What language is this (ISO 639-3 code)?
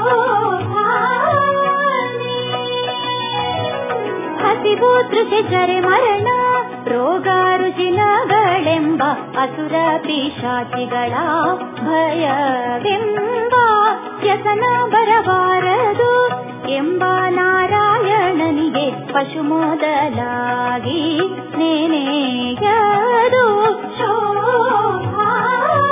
kan